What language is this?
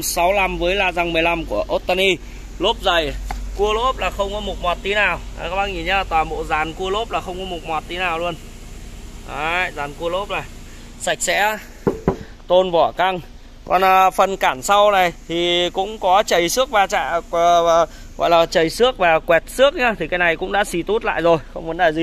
Vietnamese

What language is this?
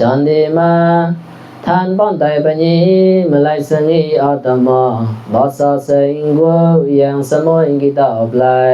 Mon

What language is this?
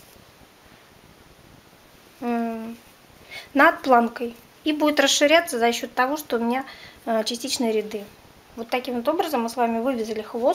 Russian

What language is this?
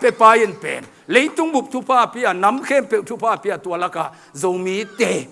Tedim Chin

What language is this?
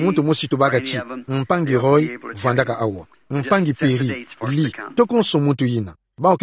Kituba (Democratic Republic of Congo)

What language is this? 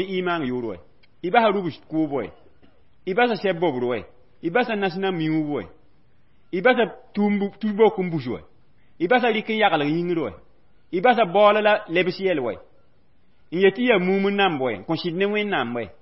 Mossi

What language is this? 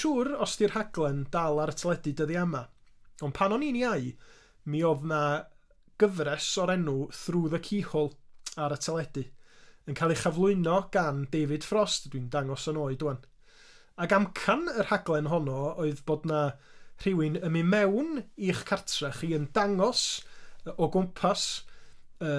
Welsh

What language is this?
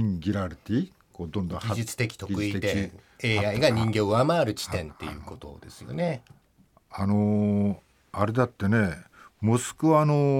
Japanese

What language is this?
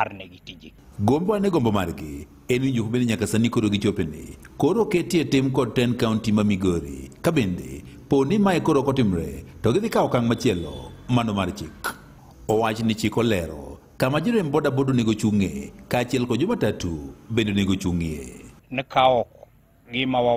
Luo (Kenya and Tanzania)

